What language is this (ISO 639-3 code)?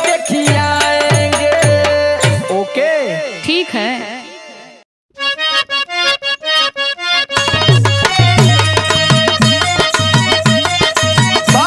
bho